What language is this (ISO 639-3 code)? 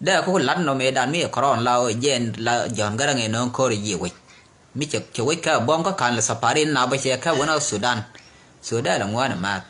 nus